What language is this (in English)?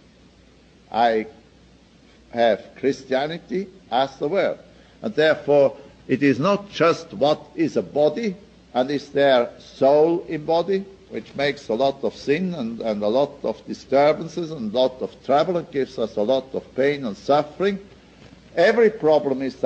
English